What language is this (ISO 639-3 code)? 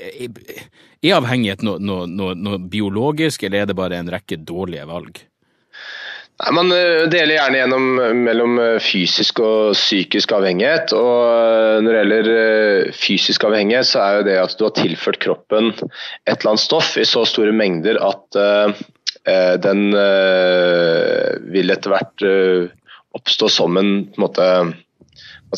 nor